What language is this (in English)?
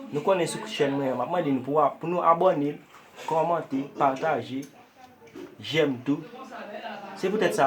Haitian Creole